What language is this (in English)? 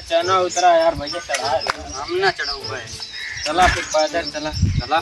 Awadhi